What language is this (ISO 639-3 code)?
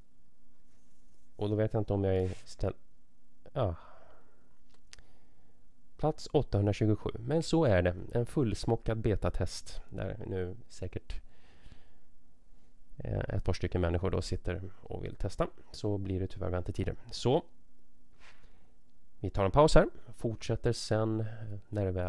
swe